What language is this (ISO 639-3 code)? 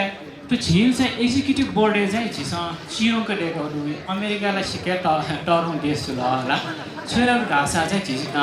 new